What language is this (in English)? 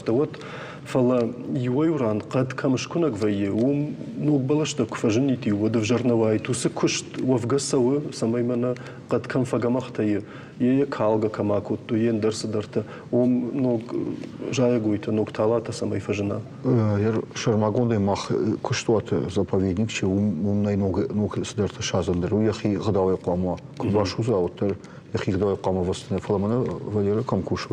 Ossetic